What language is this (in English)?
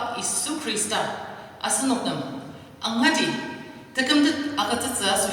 Ao Naga